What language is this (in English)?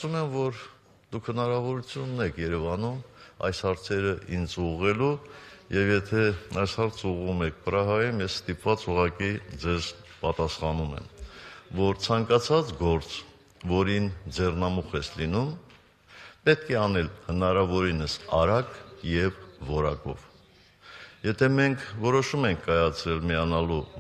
Armenian